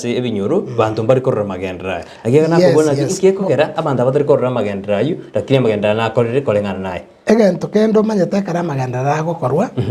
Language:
Gusii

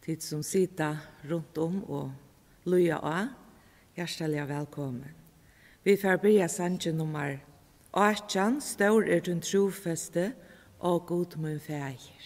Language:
Faroese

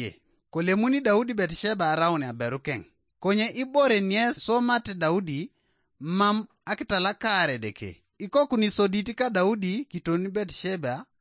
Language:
Teso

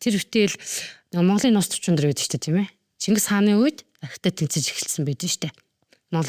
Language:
Mongolian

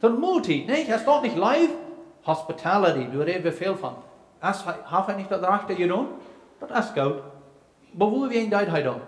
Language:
Plautdietsch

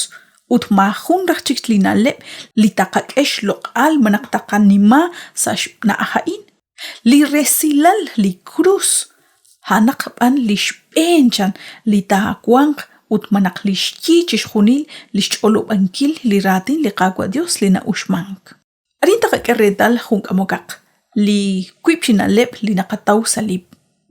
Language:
Kekchí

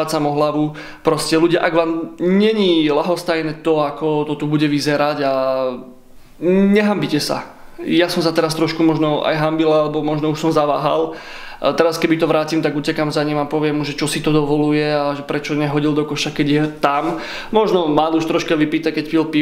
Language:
Slovak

